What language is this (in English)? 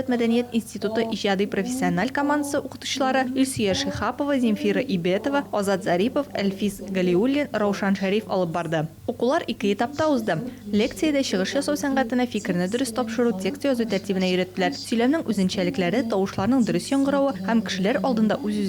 Tatar